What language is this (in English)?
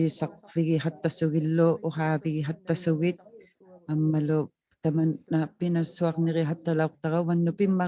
Inuktitut